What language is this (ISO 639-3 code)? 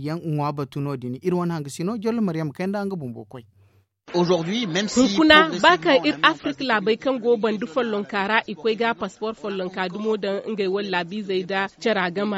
dje